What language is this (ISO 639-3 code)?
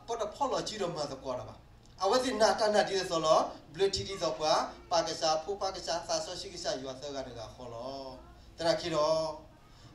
ksw